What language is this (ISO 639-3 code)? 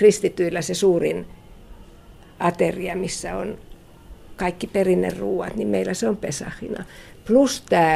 fin